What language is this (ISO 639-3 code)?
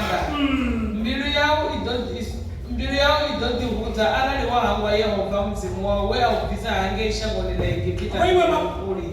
ven